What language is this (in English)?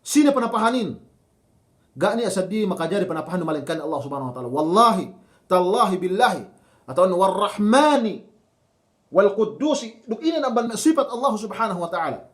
Yakan